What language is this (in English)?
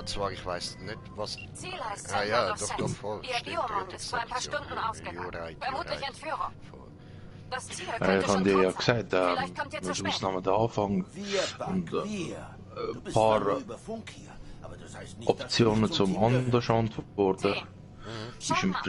Swiss German